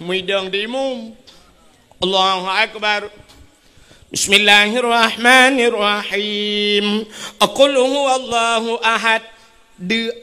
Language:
Achinese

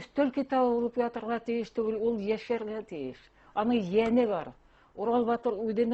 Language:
Bashkir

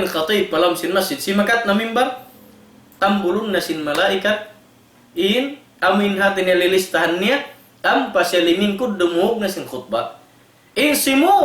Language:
Tausug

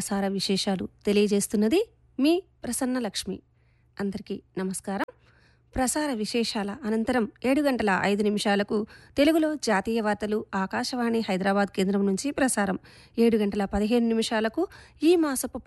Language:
Telugu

